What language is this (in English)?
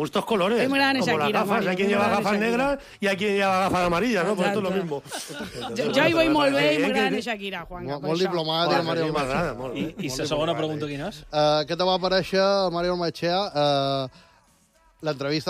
Catalan